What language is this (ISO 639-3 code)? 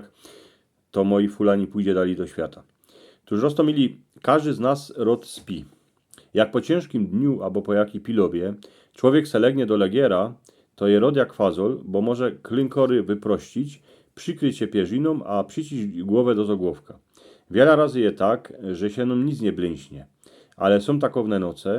szl